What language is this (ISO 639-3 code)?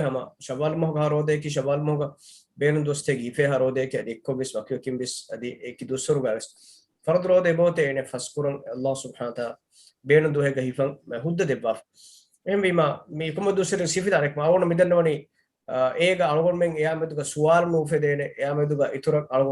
div